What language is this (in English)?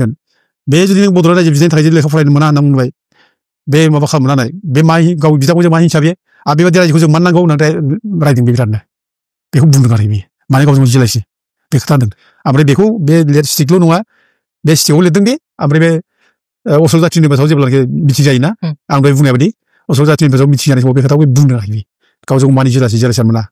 Bodo